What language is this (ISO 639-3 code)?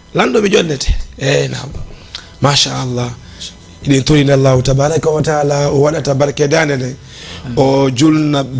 ful